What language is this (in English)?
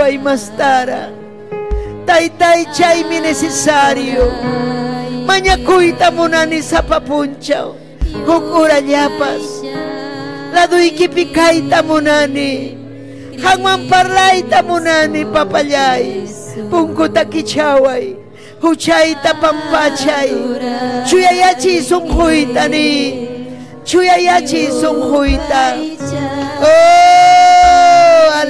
Ayacucho Quechua